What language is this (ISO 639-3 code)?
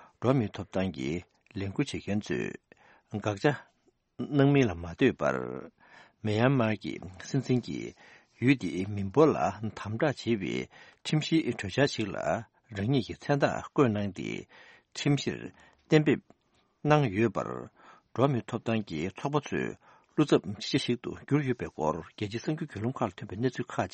bod